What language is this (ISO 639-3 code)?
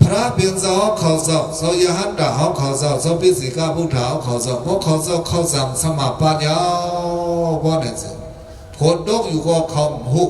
shn